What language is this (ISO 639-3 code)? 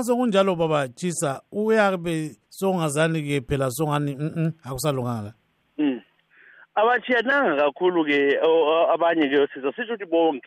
nde